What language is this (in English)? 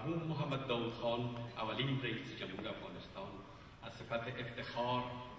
Persian